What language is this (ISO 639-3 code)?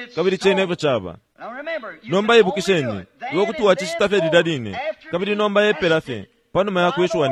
bem